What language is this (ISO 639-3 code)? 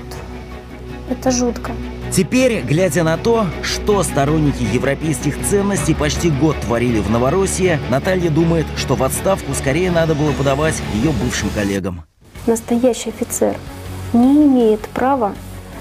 rus